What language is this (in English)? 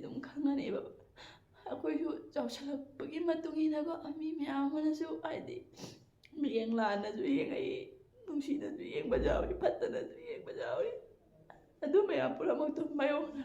Manipuri